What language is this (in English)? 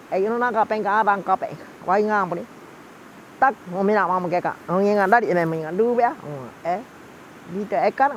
Waorani